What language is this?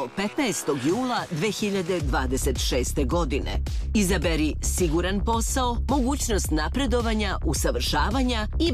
Serbian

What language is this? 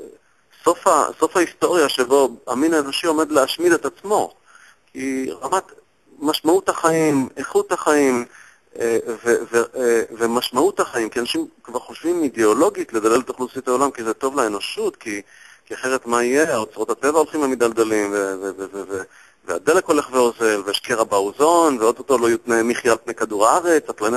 Hebrew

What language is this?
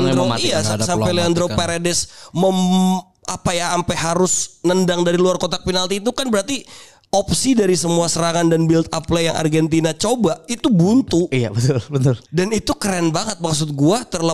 Indonesian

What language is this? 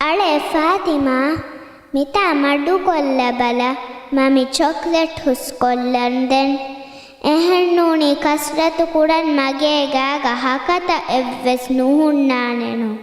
Divehi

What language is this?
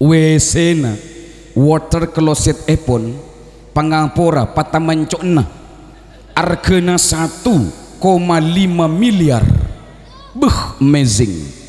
Madurese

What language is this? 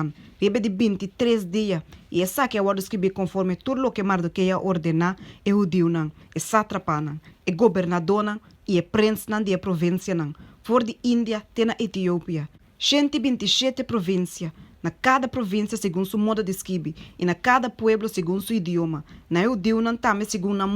Papiamento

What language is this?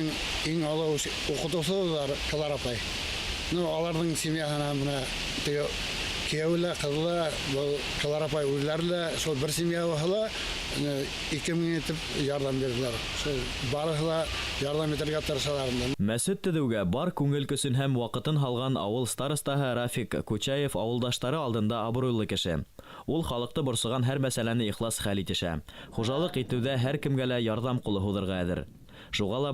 Bashkir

